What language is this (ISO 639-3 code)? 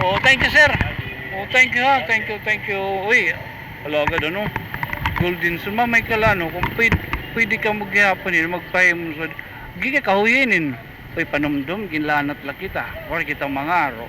war